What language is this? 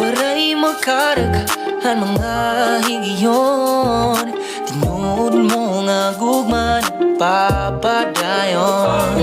Waray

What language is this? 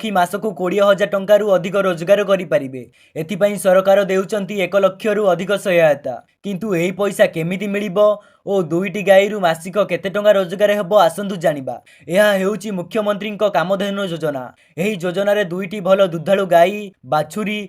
Odia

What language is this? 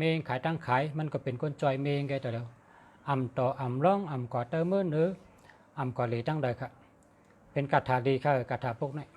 Shan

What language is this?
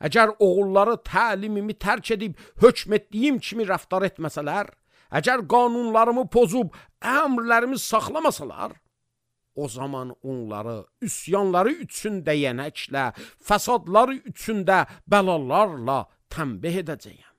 Azerbaijani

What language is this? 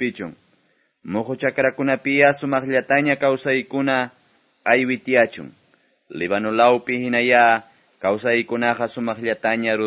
Quechua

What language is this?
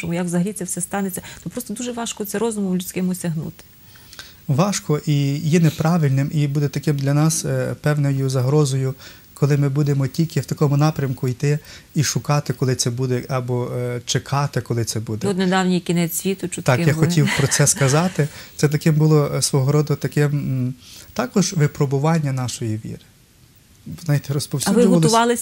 Ukrainian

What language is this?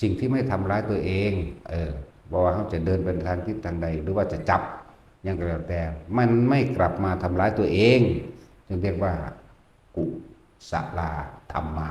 Northeastern Thai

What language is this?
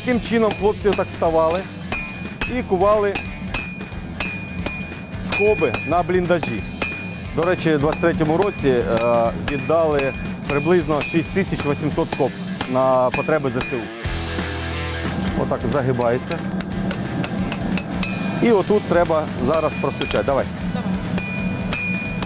Ukrainian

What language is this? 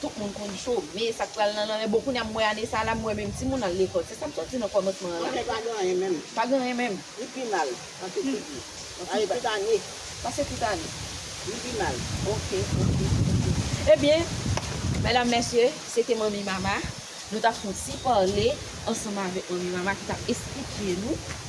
Haitian Creole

